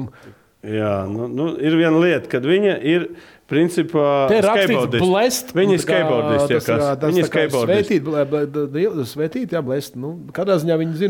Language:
Latvian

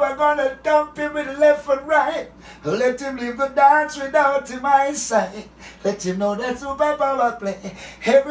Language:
Jamaican Creole English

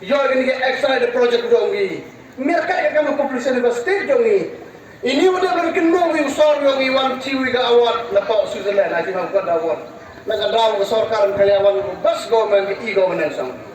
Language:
Khasi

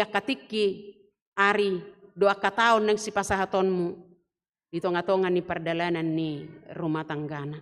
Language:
Batak Toba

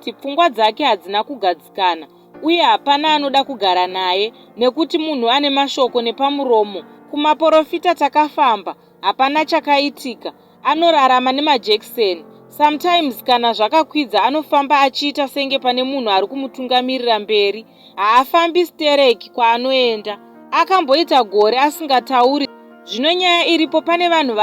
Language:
Shona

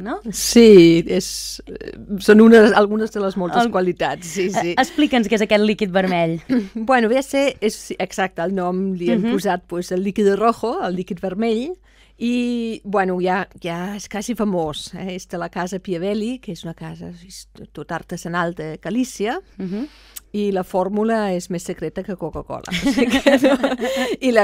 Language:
Catalan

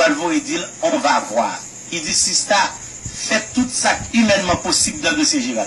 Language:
Haitian Creole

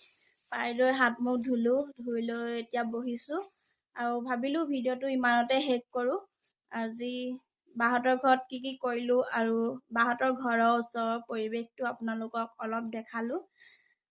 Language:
Assamese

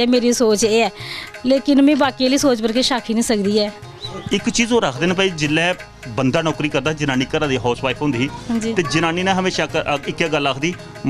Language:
Dogri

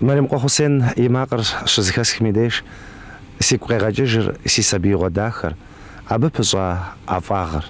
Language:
Kabardian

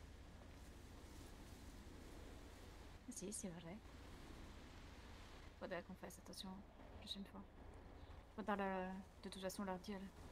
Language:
French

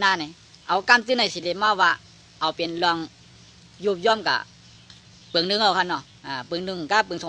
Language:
Shan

